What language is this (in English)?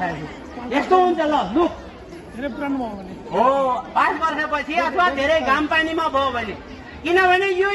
Nepali